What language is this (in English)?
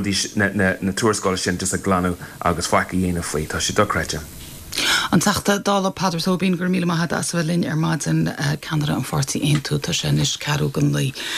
Irish